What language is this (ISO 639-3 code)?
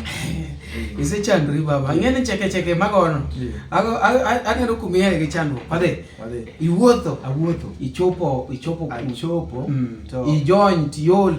luo